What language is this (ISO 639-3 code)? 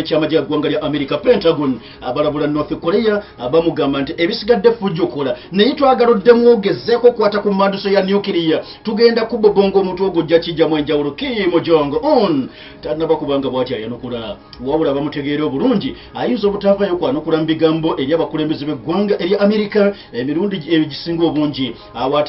lug